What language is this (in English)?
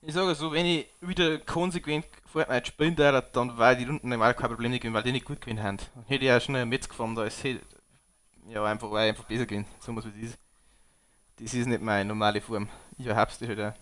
Bavarian